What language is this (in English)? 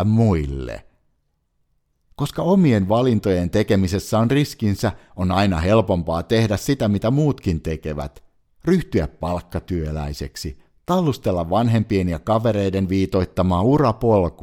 Finnish